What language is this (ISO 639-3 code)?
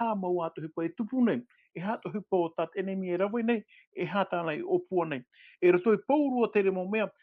tah